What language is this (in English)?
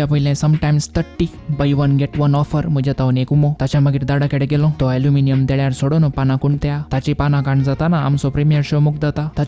Konkani